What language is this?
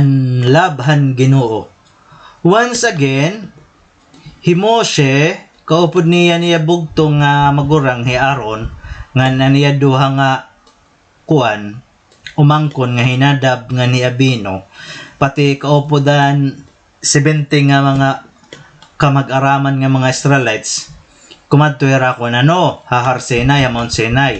Waray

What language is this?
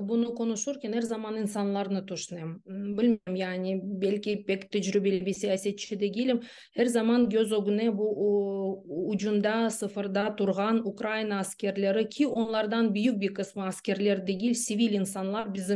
Crimean Tatar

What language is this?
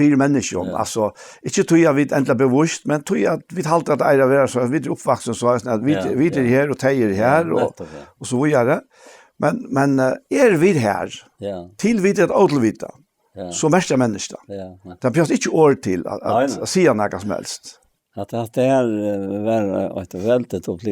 Faroese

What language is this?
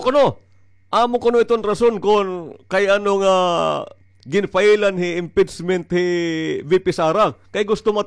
Waray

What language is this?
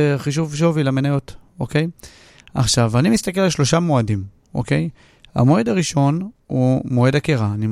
Hebrew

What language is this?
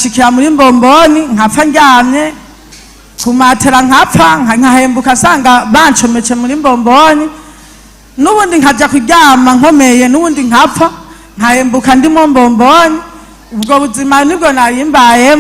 Rundi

